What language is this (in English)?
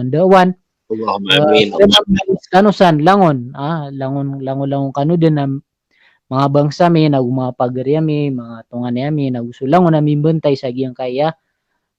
Maranao